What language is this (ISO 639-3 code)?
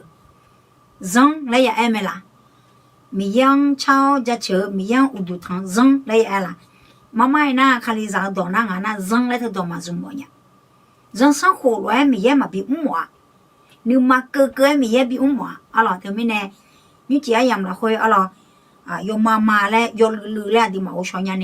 ahk